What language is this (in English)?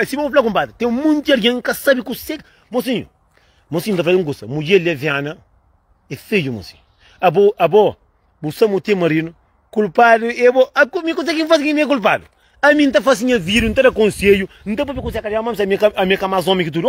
Kabuverdianu